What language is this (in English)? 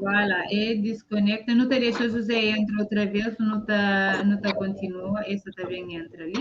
Kabuverdianu